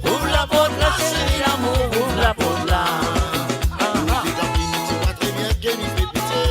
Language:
Morisyen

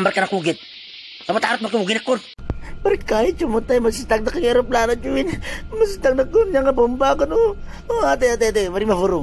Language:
Itawit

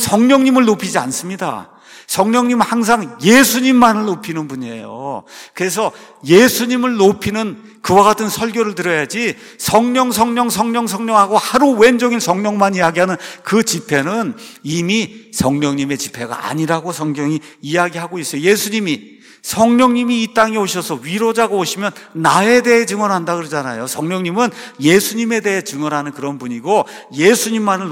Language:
Korean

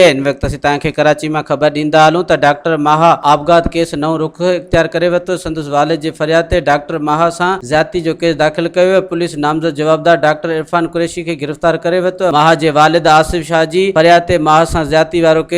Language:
Sindhi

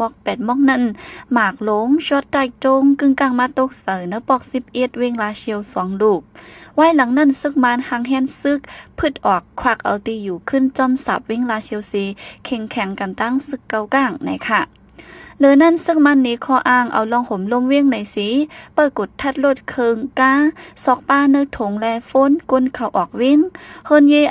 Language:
Shan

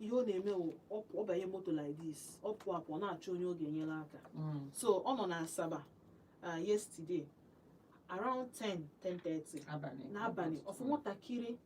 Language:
Igbo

